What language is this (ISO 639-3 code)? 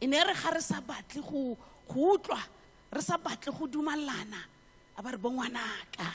tsn